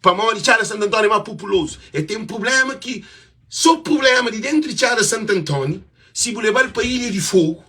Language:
Kabuverdianu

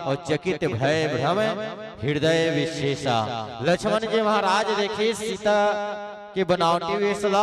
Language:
Chhattisgarhi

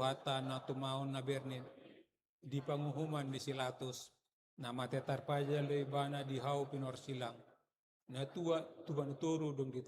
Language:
Batak Toba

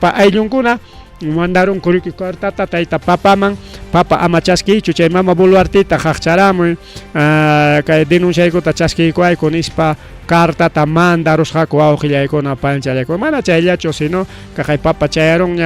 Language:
Ayacucho Quechua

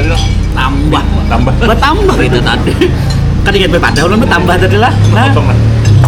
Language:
Banjar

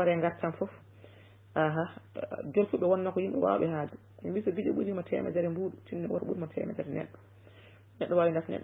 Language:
Fula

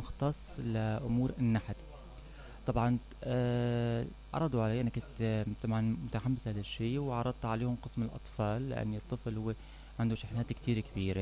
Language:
Mesopotamian Arabic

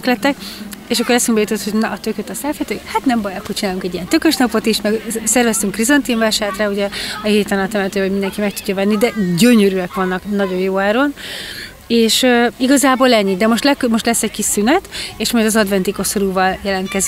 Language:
Hungarian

